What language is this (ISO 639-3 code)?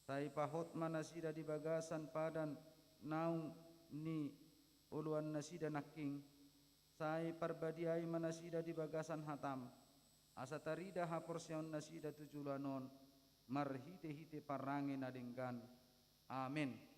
bbc